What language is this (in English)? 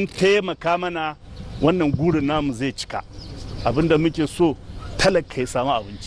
Hausa